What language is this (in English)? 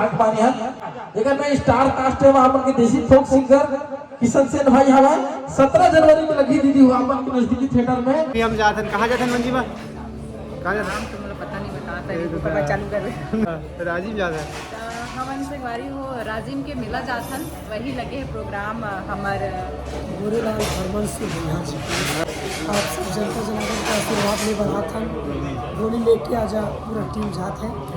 Chhattisgarhi